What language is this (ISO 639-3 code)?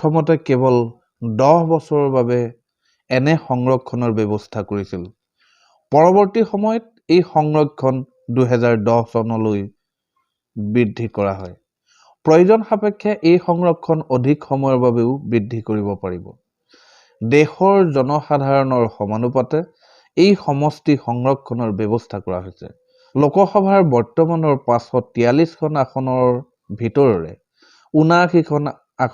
asm